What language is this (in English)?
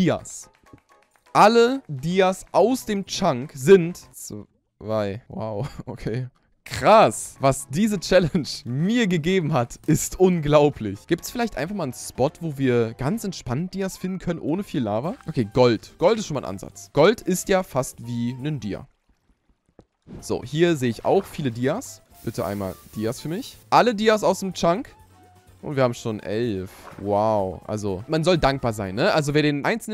German